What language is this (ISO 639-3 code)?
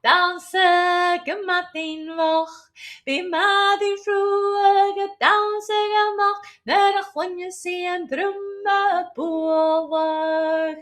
gla